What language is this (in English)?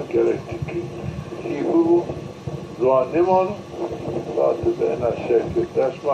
Zaza